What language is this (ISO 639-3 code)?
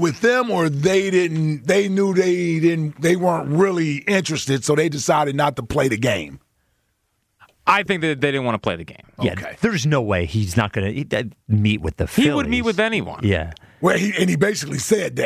eng